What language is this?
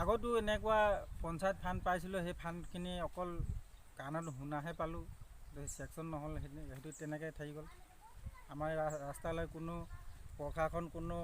Assamese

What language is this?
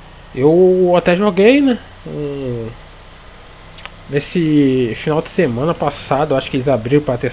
Portuguese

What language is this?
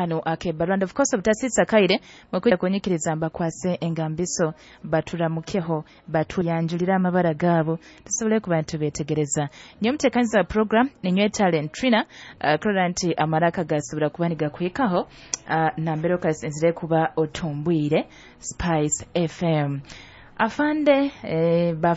Nyoro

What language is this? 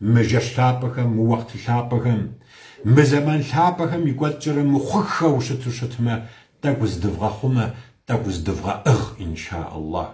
Kabardian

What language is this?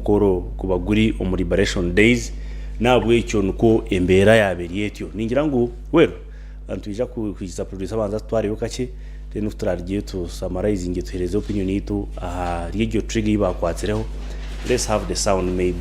Nyankole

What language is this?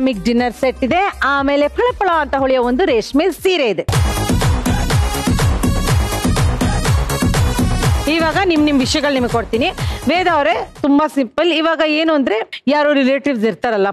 Kannada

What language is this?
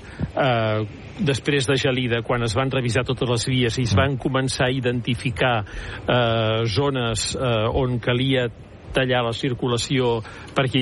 Catalan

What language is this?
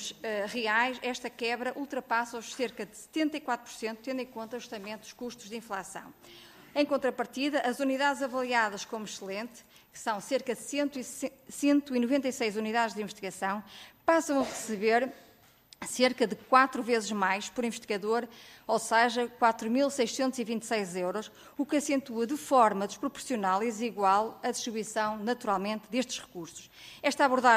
Portuguese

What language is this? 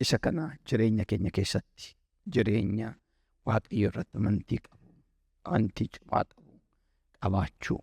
Oromo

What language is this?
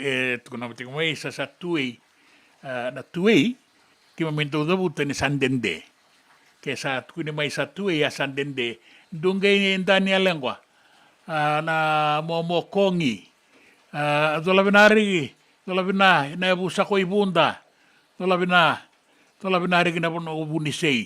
Fijian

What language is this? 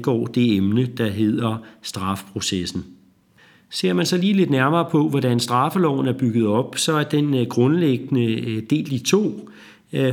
Danish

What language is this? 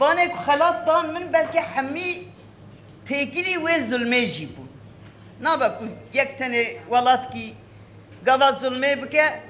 Kurdish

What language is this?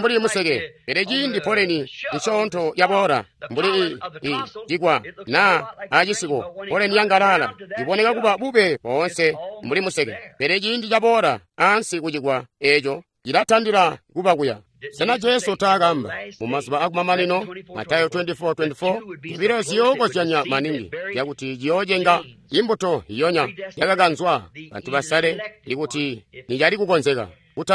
Tonga (Zambia)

